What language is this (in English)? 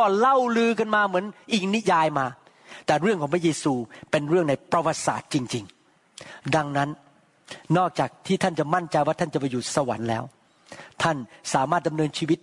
Thai